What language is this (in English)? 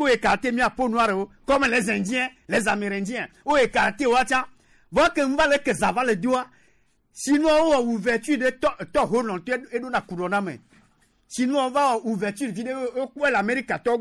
Gen